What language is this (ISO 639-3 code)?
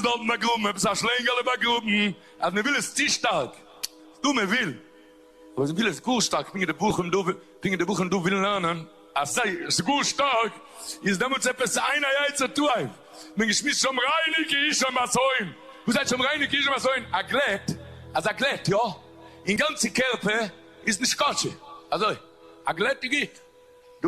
yid